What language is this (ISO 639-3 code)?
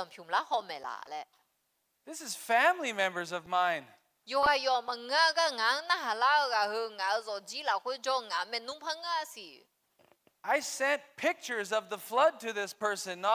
ahk